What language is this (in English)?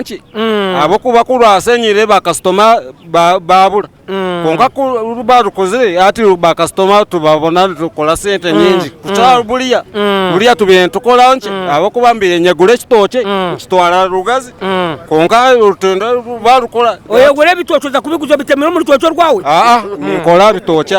Nyankole